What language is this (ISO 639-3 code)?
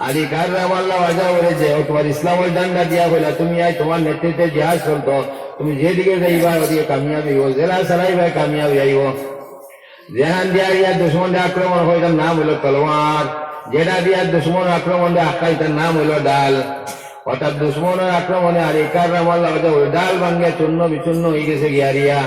syl